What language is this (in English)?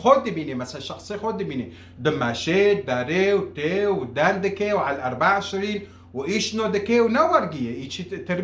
Kurdish